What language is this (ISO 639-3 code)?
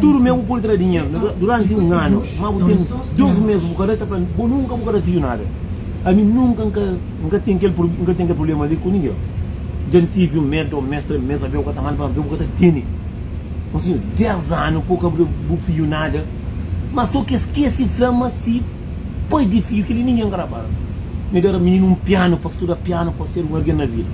kea